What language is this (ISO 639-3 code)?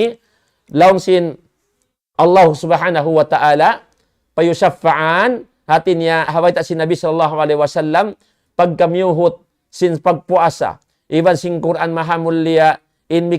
tsg